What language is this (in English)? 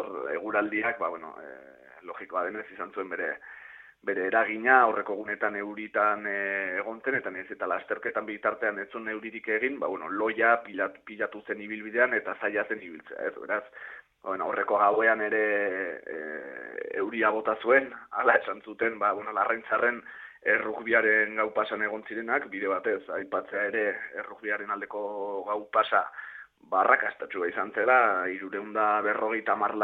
Basque